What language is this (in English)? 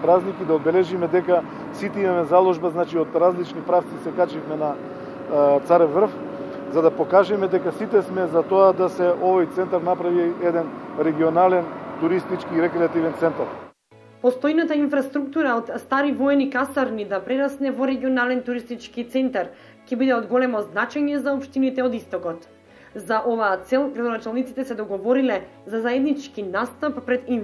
Macedonian